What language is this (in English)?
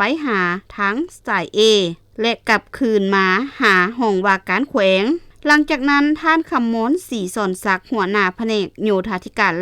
Lao